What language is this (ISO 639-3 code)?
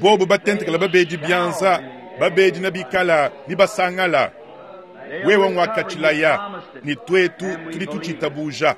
lua